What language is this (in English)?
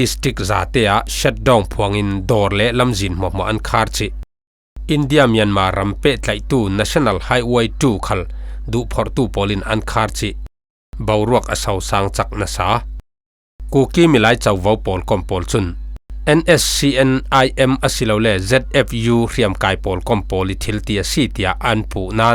Falam Chin